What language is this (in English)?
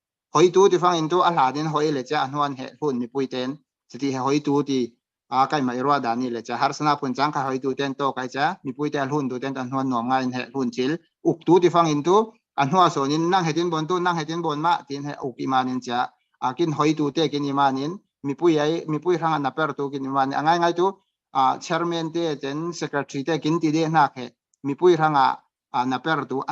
Falam Chin